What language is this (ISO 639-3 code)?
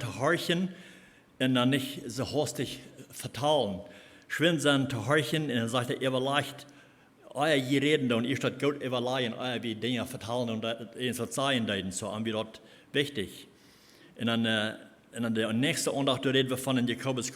pdt